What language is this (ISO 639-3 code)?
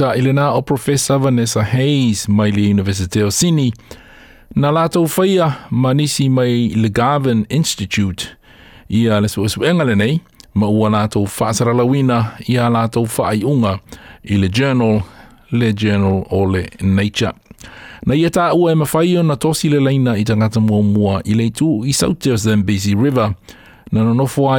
smo